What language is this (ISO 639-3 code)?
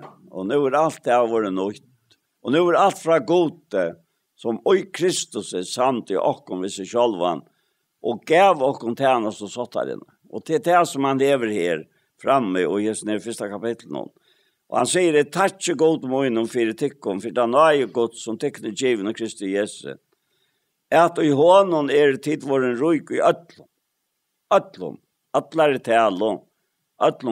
fao